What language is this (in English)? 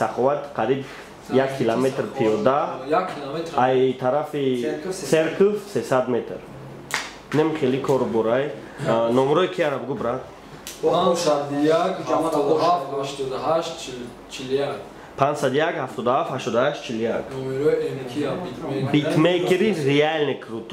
Tajik